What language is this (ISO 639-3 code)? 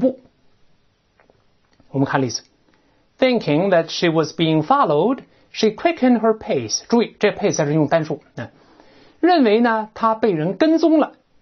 zho